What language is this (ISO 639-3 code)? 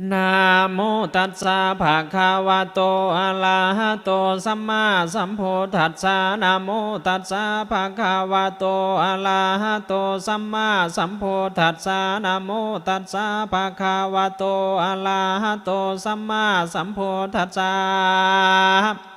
pli